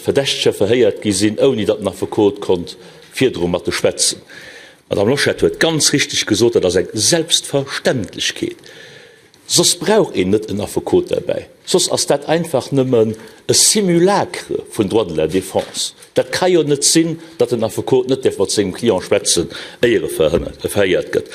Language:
Luxembourgish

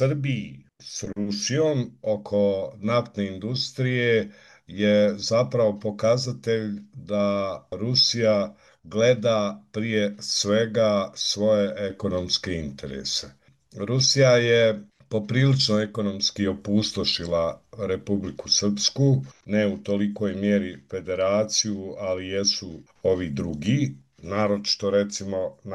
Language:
Bosnian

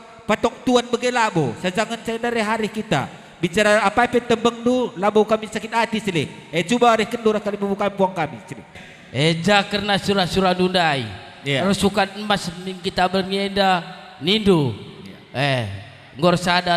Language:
Batak Karo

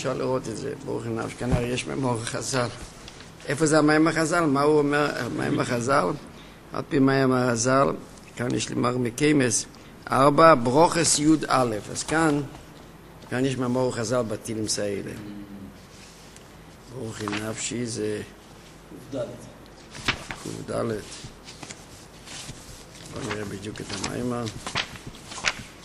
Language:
Hebrew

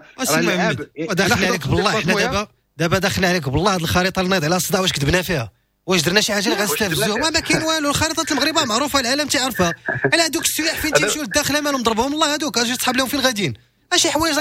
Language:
Moroccan Arabic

